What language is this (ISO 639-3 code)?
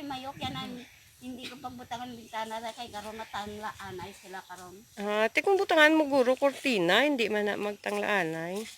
hil